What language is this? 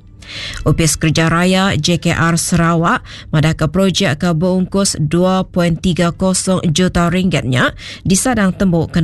Iban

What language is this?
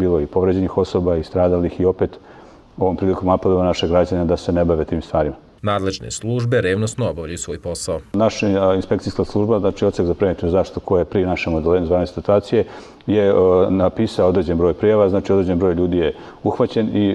Serbian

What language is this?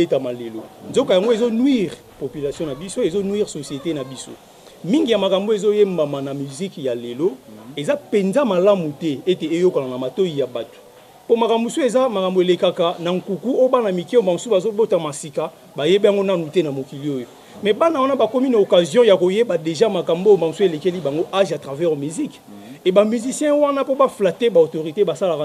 Lingala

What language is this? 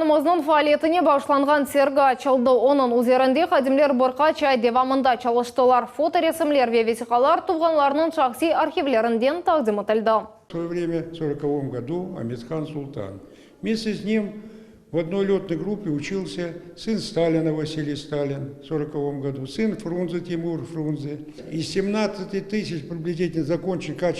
Crimean Tatar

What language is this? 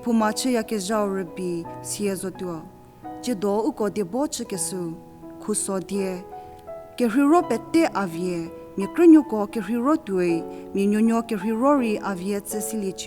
Angami Naga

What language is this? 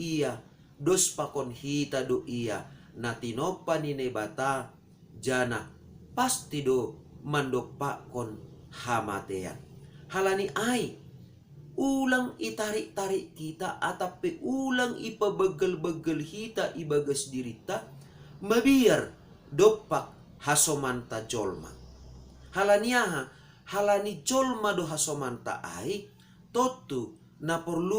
Batak Simalungun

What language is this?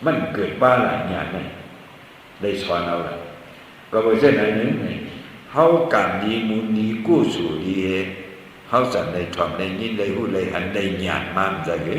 Shan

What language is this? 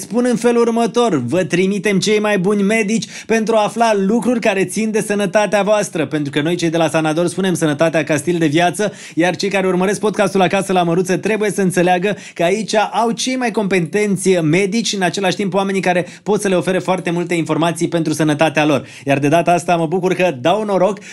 Romanian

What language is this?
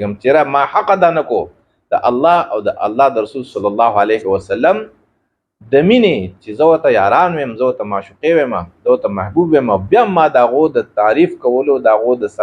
Pashto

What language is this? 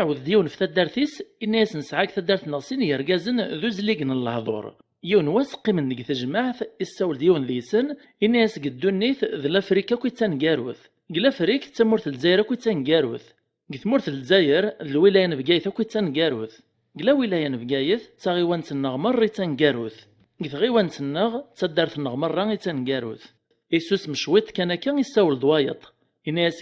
Kabyle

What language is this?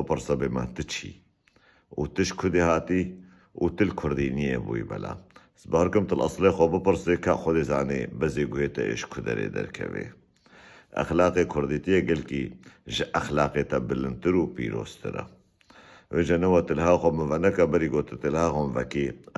Kurdish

